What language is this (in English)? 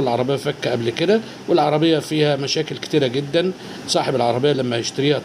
Egyptian Arabic